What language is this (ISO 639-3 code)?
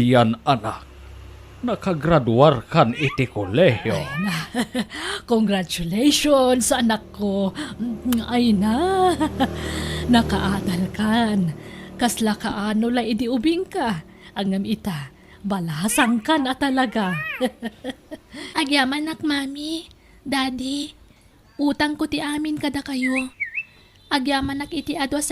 ilo